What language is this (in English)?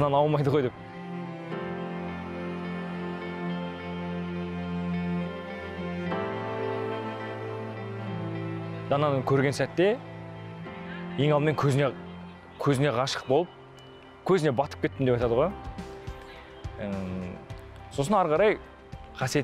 Kazakh